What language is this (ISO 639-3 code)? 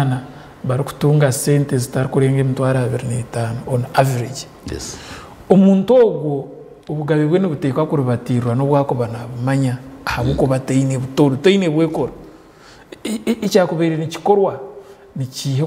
nyn